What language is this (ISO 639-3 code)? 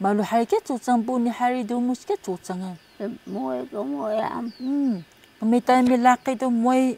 trv